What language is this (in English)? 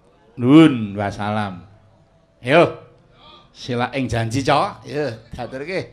Javanese